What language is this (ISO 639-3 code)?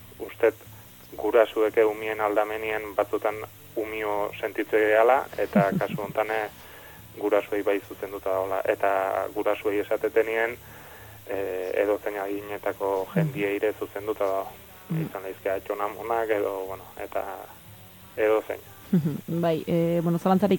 eus